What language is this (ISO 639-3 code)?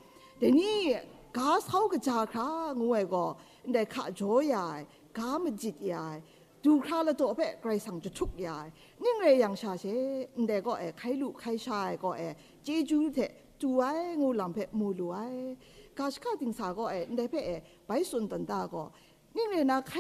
kac